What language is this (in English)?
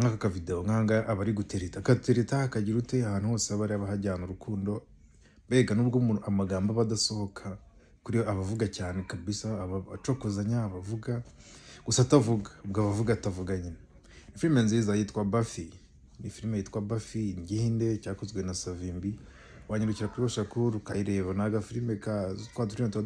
Kinyarwanda